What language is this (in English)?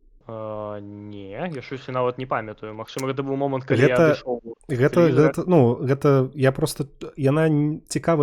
Belarusian